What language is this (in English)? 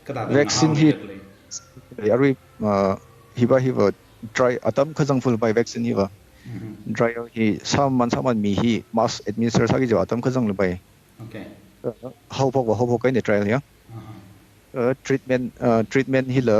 Tangkhul Naga (India)